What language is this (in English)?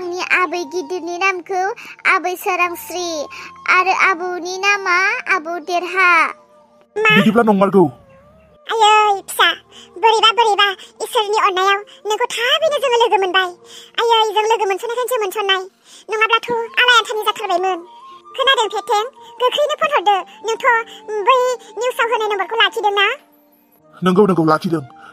Bodo